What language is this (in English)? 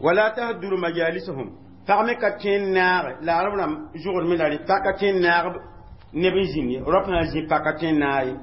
Mossi